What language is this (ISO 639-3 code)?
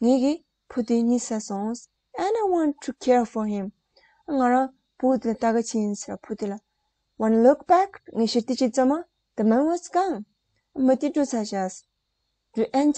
bod